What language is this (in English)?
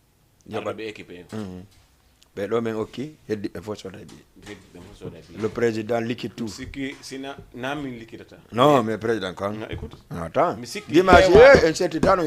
Fula